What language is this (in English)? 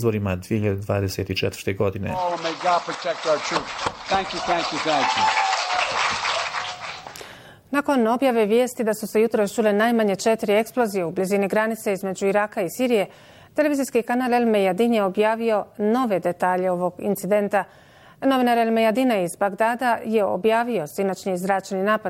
Bosnian